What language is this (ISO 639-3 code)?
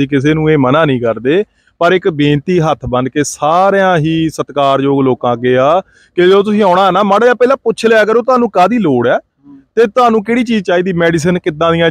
pan